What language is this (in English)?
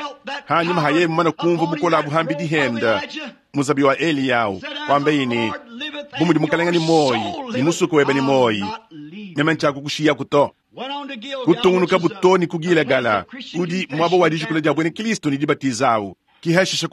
Luba-Lulua